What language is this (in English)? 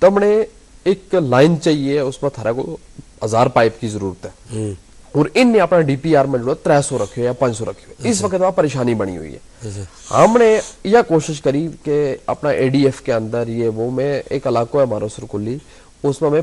Gujari